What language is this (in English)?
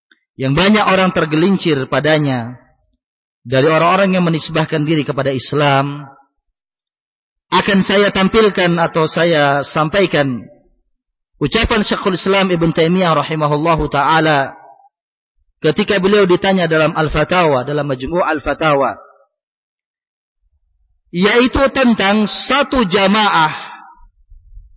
Indonesian